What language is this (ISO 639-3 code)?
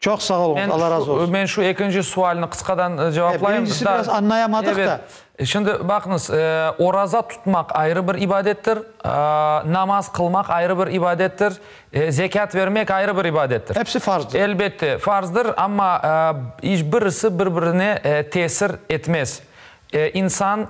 crh